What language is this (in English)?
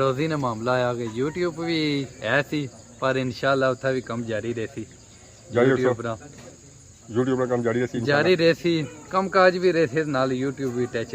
Pahari-Potwari